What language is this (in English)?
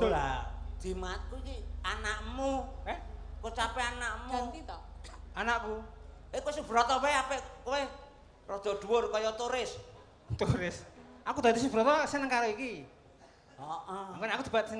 Javanese